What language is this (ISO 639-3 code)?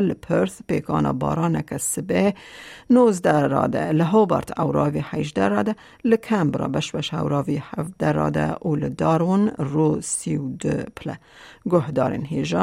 kur